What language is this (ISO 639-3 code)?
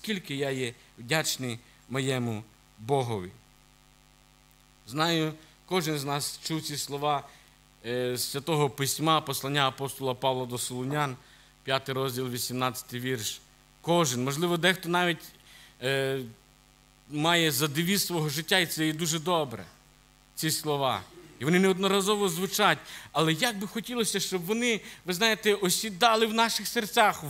ukr